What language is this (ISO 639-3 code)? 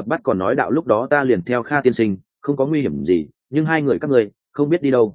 vie